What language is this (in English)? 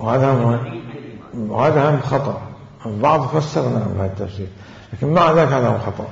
Mesopotamian Arabic